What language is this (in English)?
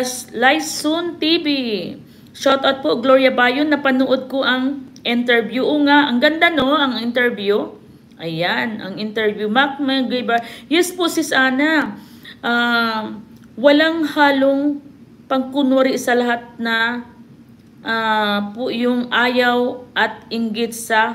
Filipino